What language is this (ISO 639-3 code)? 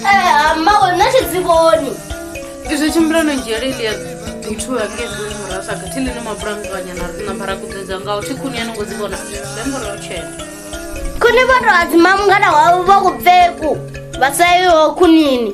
ven